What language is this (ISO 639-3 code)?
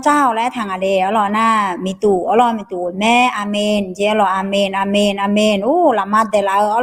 ahk